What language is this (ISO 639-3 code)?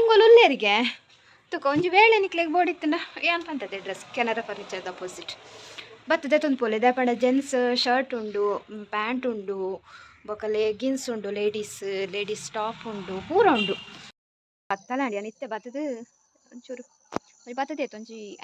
tcy